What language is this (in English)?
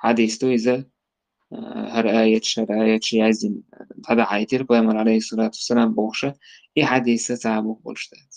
Chechen